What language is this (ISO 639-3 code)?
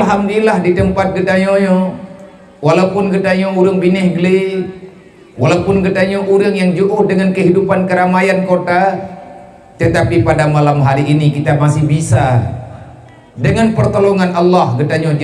ace